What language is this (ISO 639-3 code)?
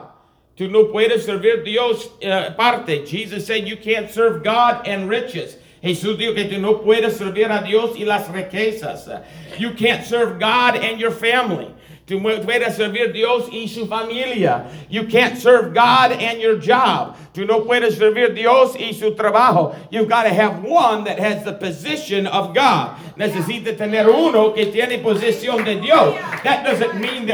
eng